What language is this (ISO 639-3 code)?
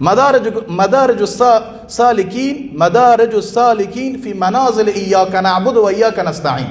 fas